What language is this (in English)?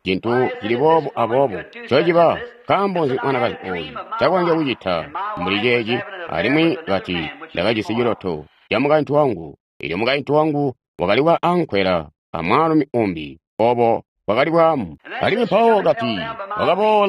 Tonga (Zambia)